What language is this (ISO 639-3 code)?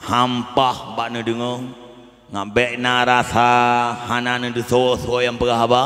ace